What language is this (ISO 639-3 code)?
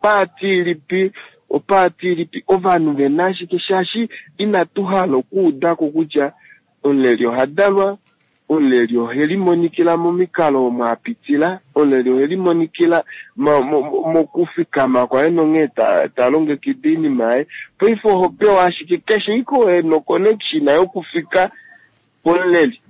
kua